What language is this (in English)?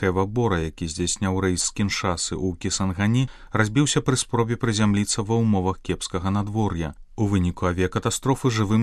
Belarusian